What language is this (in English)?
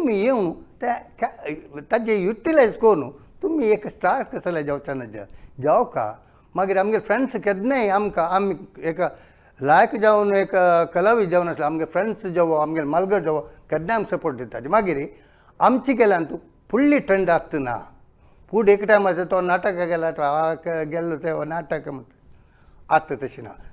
Konkani